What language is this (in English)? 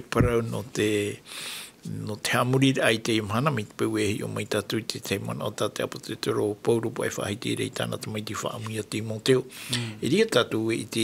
Tahitian